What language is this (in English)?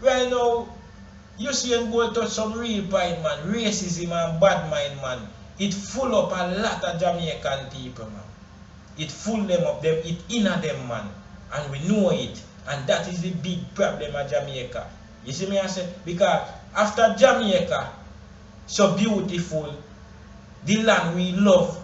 Jamaican Creole English